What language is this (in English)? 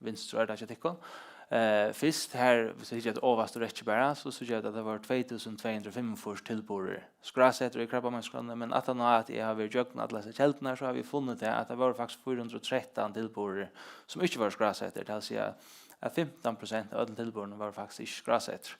Faroese